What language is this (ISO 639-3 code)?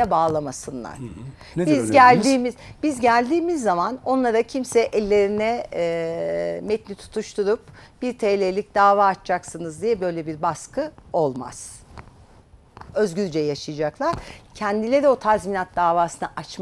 tur